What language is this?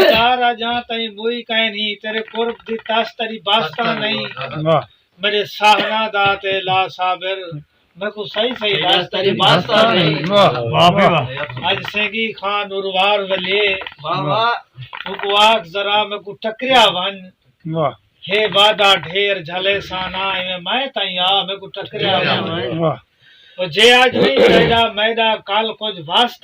Saraiki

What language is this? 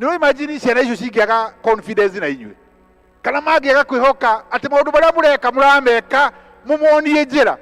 Kikuyu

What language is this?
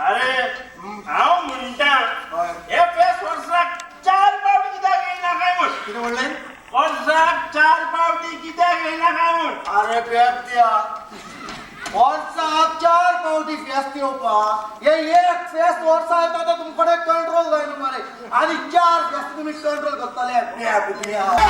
Konkani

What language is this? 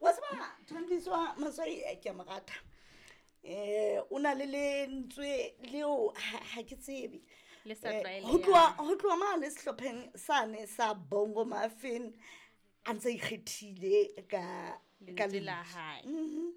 Southern Sotho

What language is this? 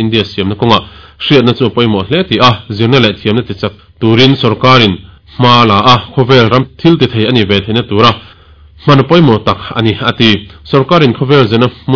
Mizo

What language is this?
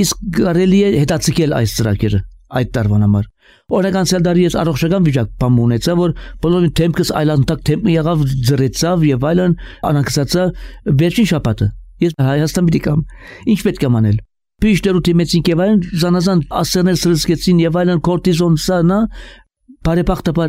Armenian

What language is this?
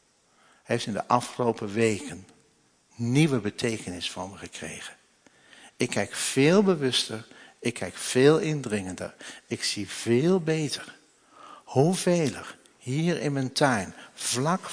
Dutch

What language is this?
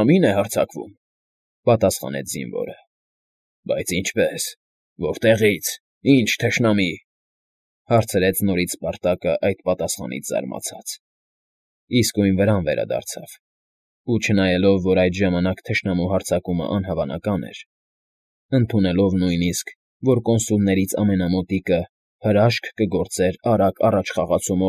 Armenian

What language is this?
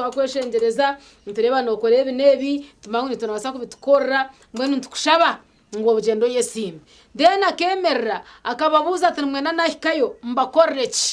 Nyankole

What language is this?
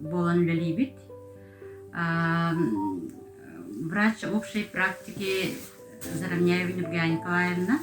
Yakut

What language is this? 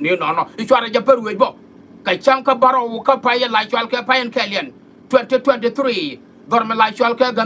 Nuer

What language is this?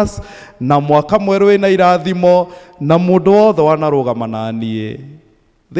Kikuyu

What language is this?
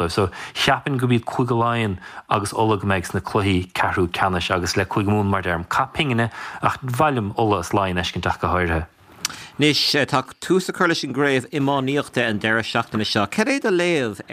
Irish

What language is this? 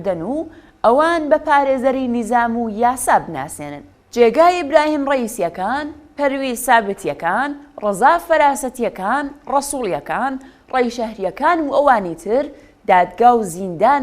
Central Kurdish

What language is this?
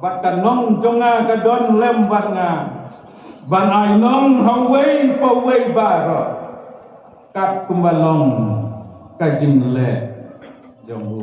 Khasi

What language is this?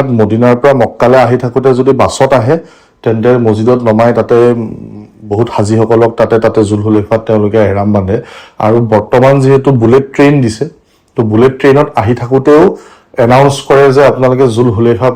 Assamese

